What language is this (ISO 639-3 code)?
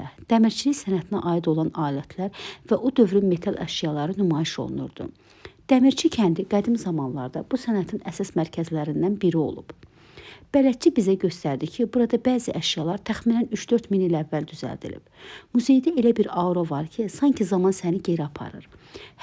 aze